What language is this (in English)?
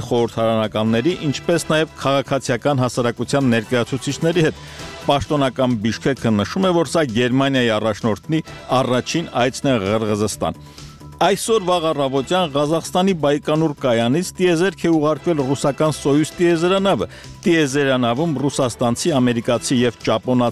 Armenian